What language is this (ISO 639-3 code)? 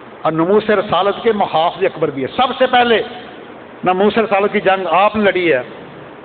urd